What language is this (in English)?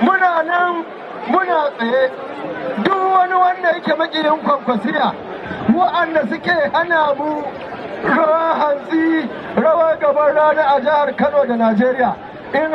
Hausa